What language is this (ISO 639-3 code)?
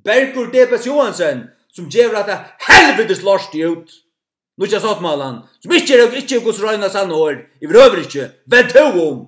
fao